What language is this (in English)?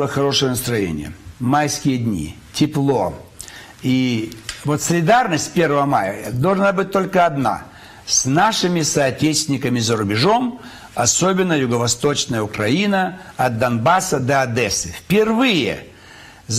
Russian